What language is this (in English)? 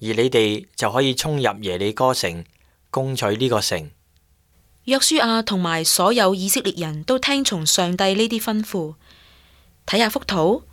Cantonese